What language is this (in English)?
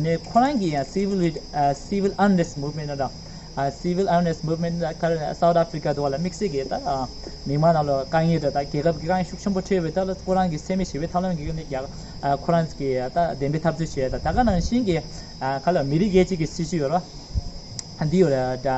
Tibetan